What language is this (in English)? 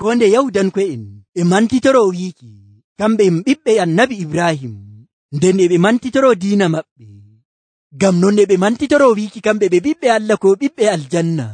Nigerian Fulfulde